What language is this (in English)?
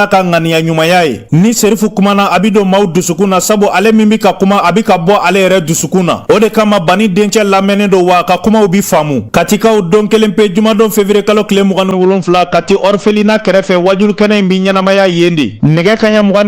Bambara